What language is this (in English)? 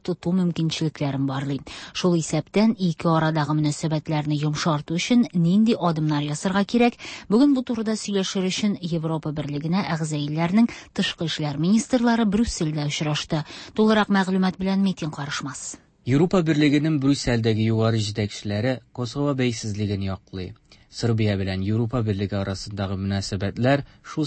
Tatar